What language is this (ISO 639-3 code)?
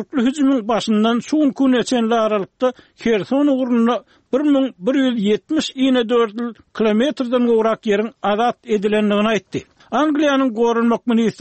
tuk